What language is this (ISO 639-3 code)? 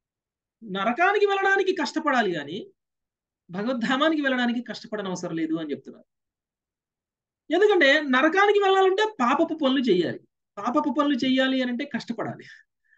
tel